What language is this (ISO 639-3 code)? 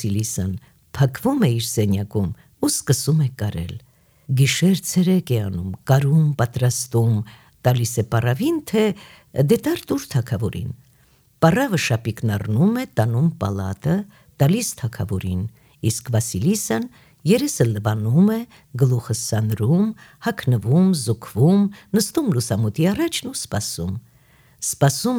hye